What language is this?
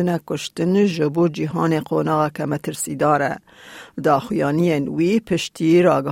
Kurdish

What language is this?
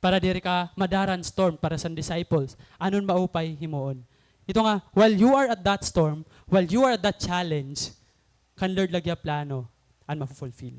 Waray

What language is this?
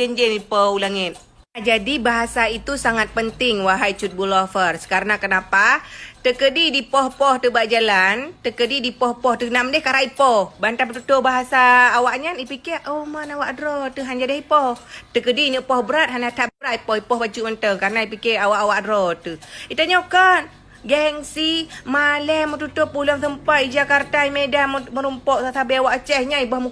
Achinese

